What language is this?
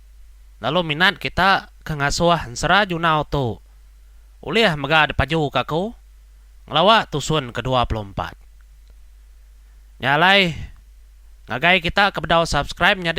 Iban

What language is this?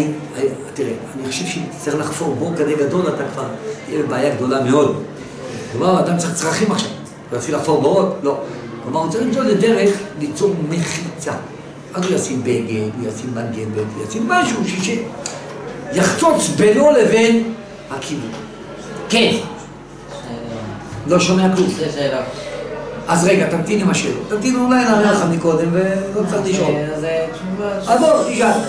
Hebrew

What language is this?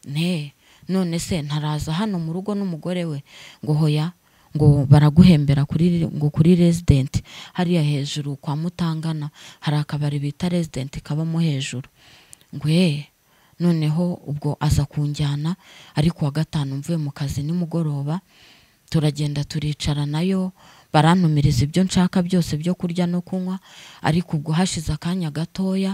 Kinyarwanda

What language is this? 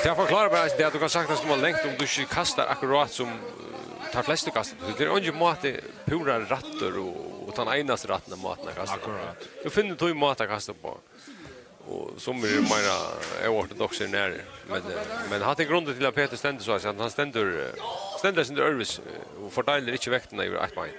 Faroese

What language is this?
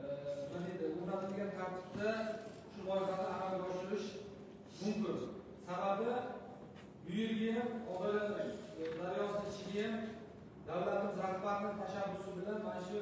Uzbek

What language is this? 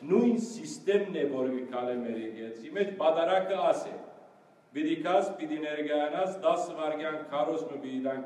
Western Armenian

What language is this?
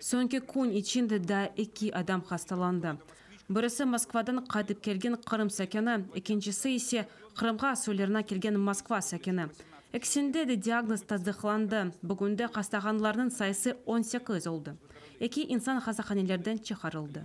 Crimean Tatar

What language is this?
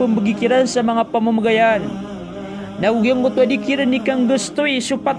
Maranao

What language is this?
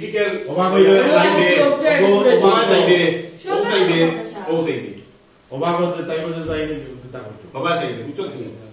Sylheti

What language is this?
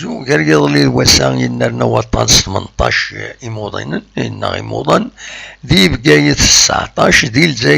Kabyle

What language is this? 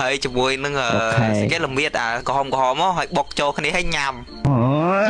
Khmer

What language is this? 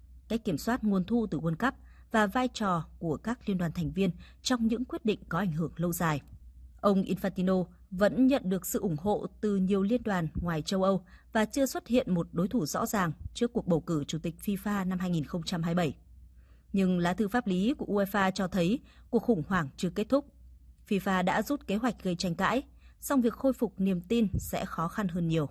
Vietnamese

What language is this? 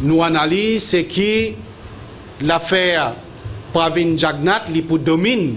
Morisyen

